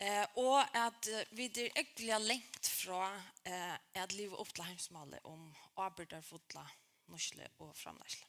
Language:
Faroese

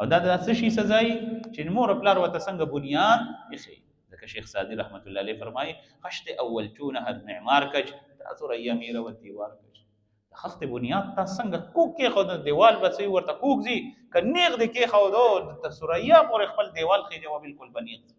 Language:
Pashto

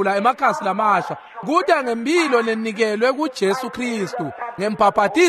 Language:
Swati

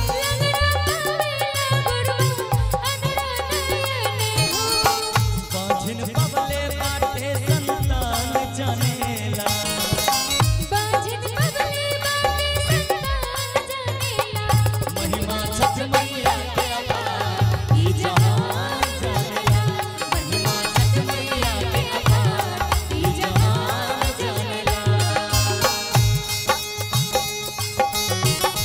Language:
Bhojpuri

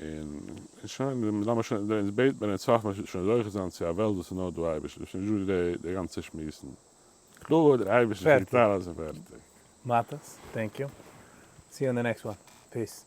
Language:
Yiddish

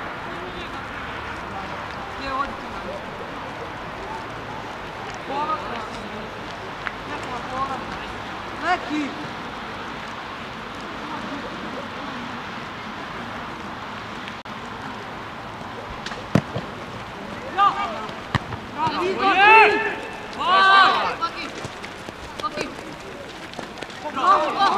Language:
Croatian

